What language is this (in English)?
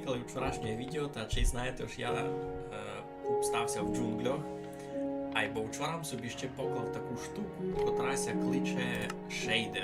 Rusyn